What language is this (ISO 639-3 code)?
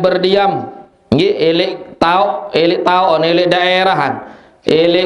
sas